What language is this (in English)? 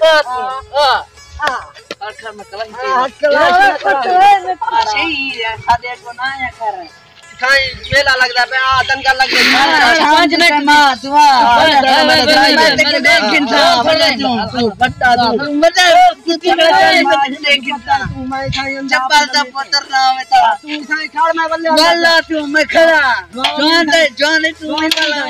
Saraiki